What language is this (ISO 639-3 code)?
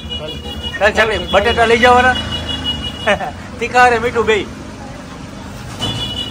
guj